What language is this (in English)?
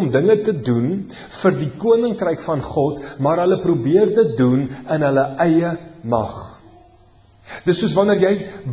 Afrikaans